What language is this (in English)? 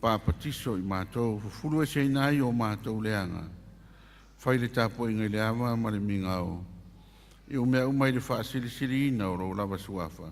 Samoan